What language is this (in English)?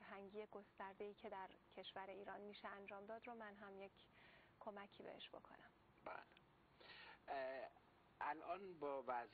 Persian